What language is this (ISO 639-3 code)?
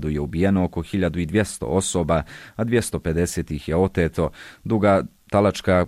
bos